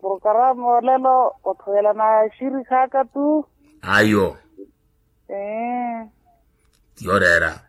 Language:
Makhuwa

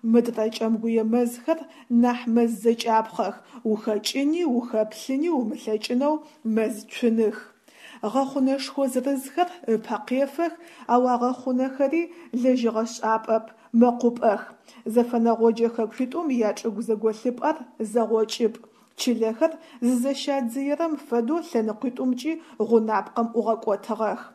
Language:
Adyghe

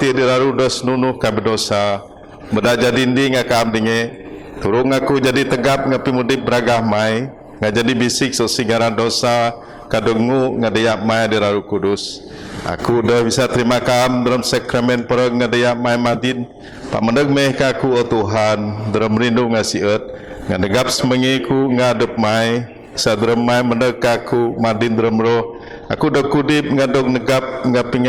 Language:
Biatah Bidayuh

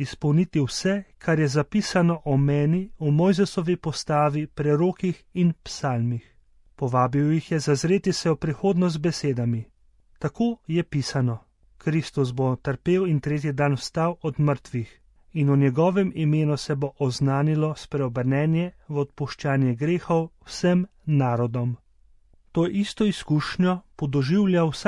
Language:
Slovenian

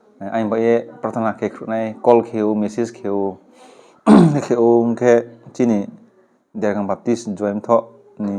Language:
Riang (India)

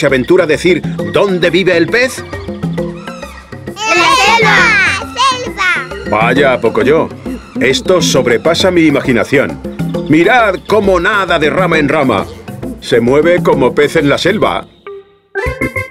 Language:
Spanish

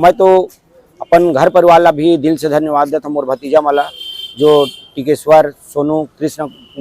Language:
Chhattisgarhi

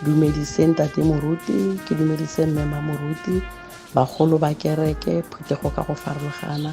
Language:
Tswana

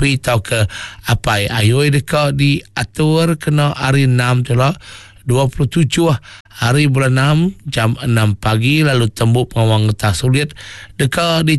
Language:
Iban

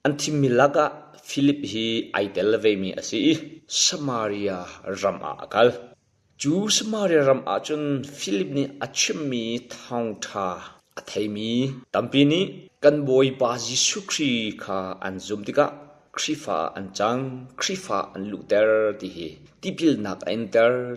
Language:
Hakha Chin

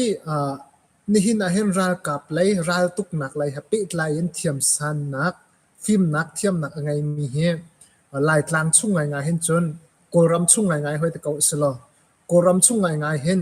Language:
Hakha Chin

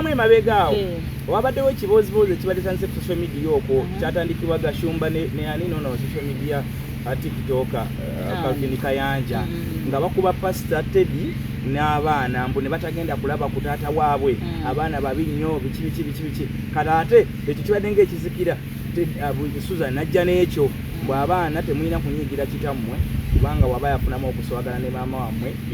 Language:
Ganda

